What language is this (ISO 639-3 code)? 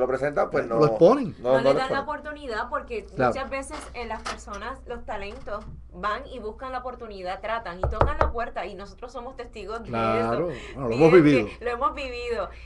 spa